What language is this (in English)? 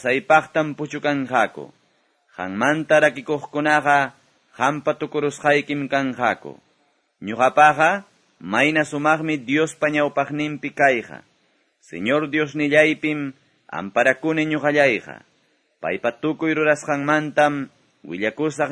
Quechua